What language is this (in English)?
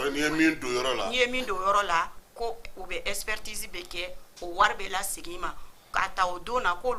Bambara